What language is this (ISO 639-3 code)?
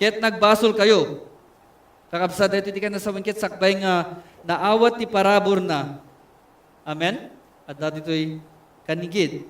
ilo